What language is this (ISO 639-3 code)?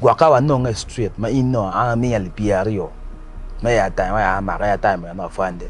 ach